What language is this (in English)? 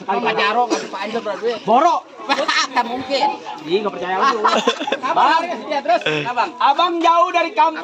Betawi